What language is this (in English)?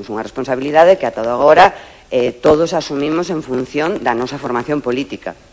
Galician